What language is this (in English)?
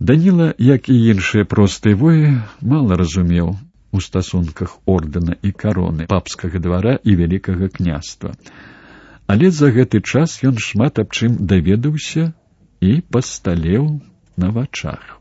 Belarusian